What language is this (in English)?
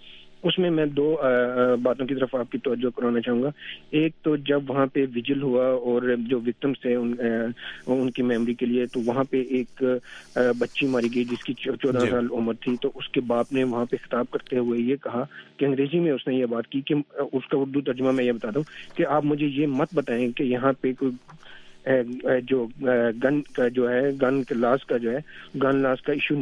Urdu